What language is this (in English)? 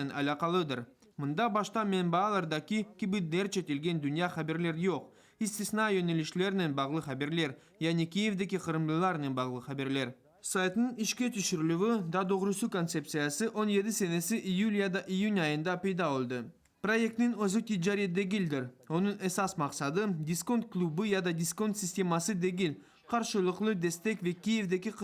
Crimean Tatar